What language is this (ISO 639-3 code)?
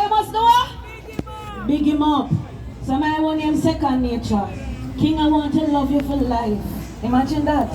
jam